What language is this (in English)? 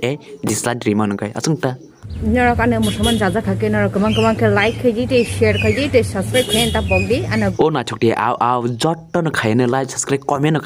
Kok Borok